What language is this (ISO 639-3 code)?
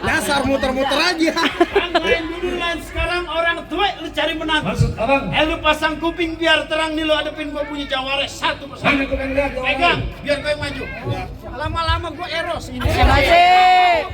bew